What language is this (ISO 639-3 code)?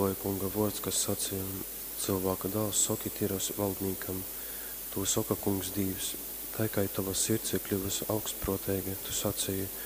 ltg